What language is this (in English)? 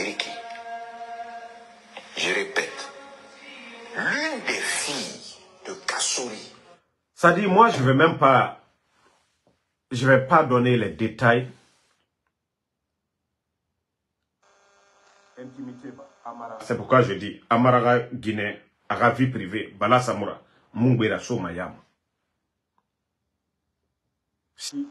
French